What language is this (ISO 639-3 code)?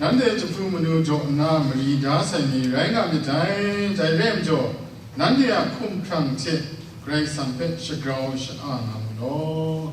kac